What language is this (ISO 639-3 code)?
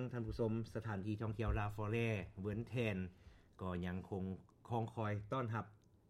lao